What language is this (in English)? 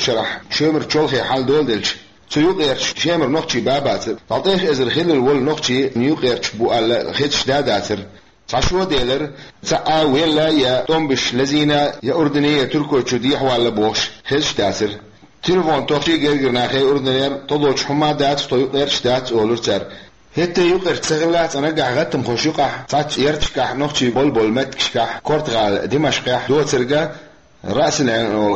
Chechen